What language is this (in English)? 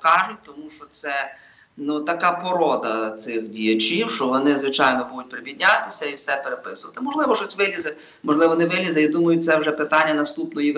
Ukrainian